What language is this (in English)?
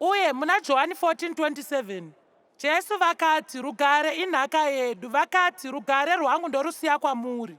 Shona